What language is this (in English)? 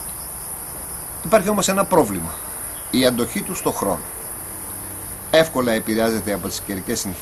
Greek